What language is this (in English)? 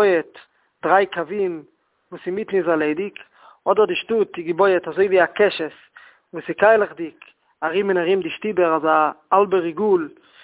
Yiddish